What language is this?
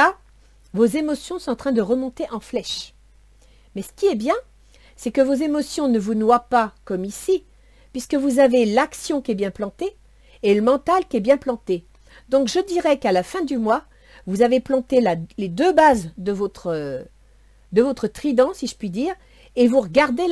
French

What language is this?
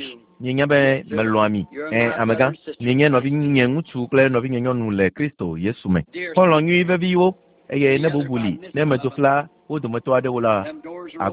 Ewe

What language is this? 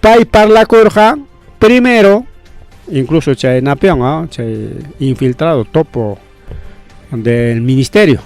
Ayacucho Quechua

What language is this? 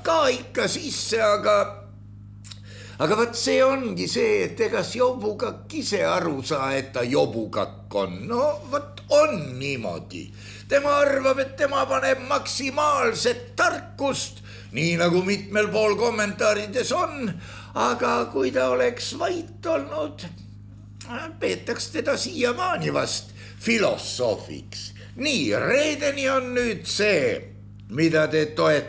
Estonian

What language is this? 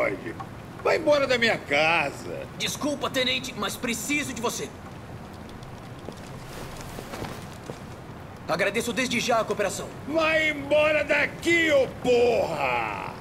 Portuguese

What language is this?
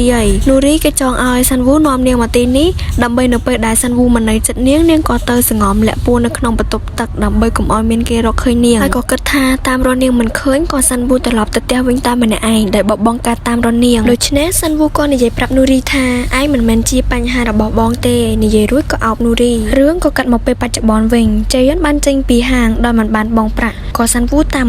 Khmer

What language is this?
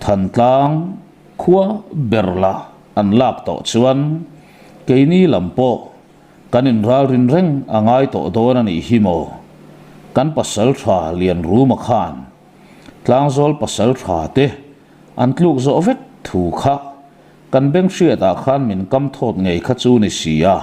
Mizo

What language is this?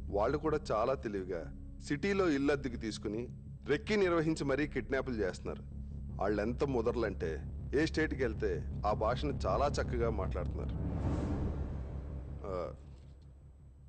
Telugu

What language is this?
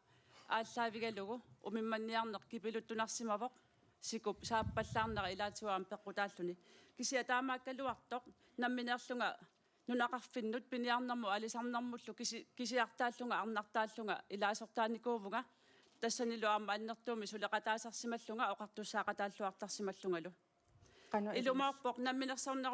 Kalaallisut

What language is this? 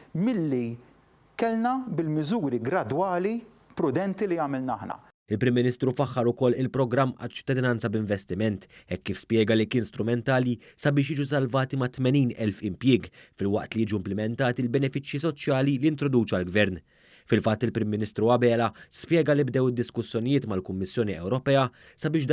Maltese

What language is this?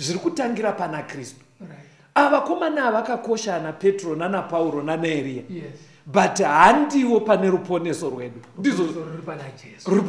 Shona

